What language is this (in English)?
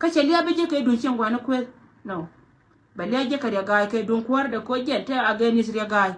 Nuer